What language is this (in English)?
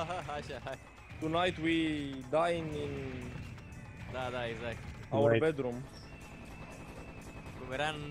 Romanian